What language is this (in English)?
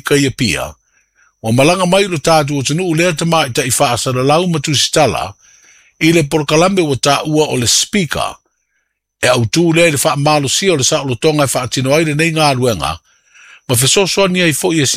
Samoan